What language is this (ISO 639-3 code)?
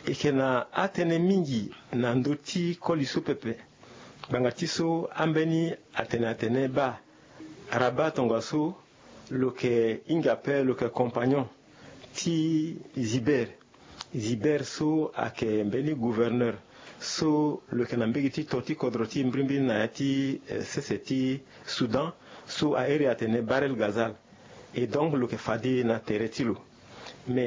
sag